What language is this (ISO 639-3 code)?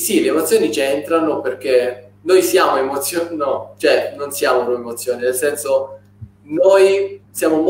ita